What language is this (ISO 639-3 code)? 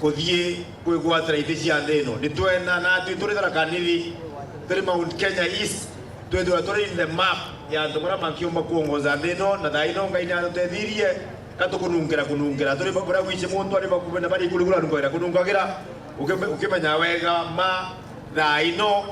mer